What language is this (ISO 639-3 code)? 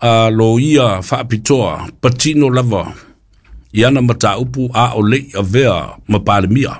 smo